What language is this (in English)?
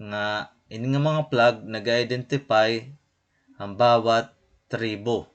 Waray